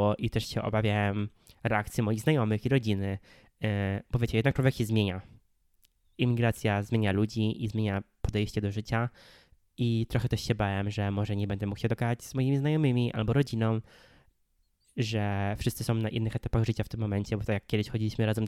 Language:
Polish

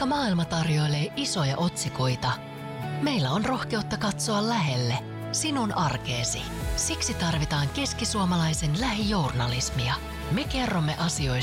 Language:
Finnish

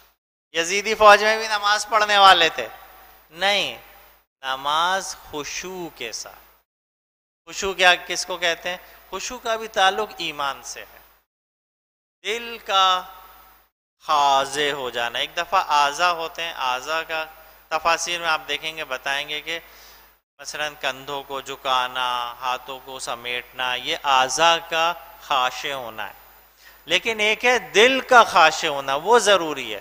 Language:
Urdu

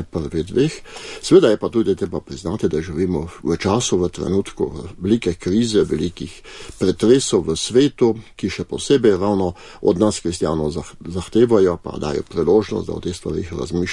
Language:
Slovenian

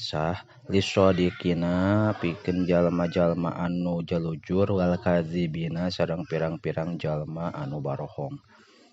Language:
Sundanese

